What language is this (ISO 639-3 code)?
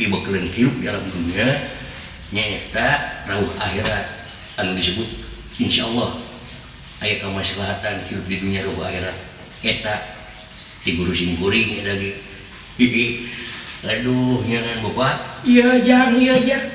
sun